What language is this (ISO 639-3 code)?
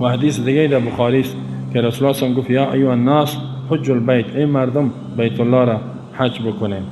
fas